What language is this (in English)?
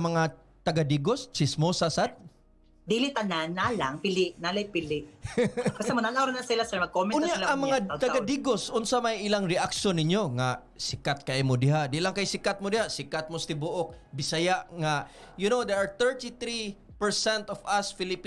Cebuano